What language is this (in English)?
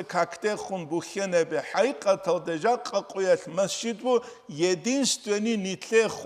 Avaric